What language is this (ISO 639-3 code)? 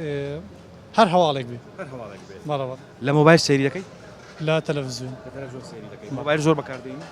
ckb